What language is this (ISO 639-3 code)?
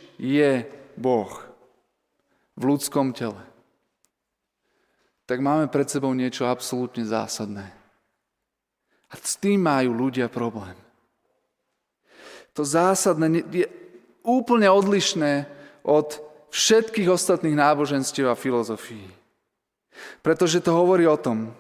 slk